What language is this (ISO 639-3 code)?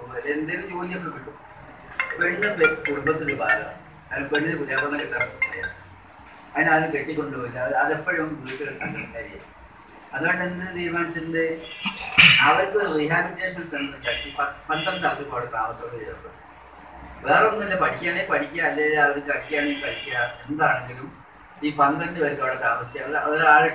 mal